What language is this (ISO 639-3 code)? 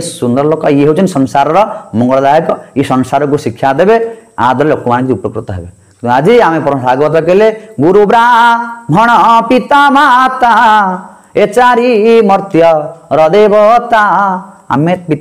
ori